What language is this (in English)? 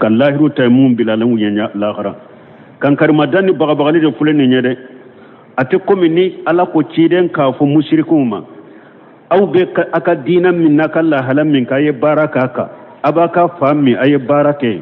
Bambara